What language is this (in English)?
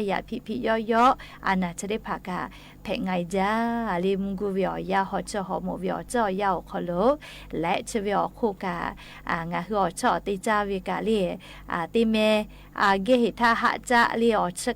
Lahu